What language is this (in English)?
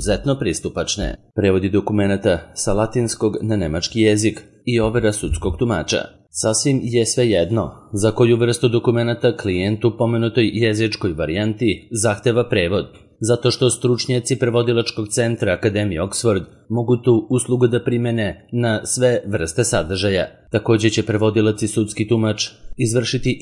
Serbian